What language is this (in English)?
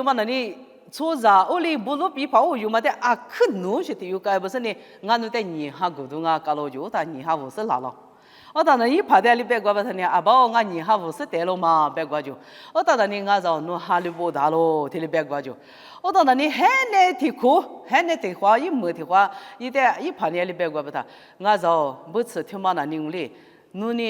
Lisu